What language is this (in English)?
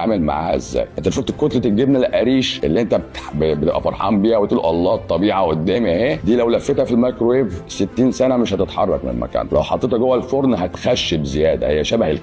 Egyptian Arabic